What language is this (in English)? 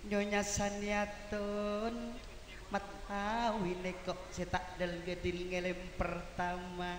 Madurese